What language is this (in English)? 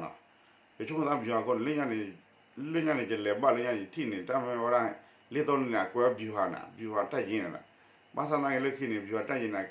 S'gaw Karen